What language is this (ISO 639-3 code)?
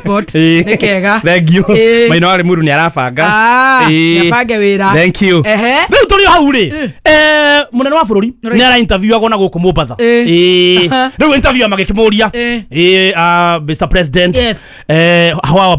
kik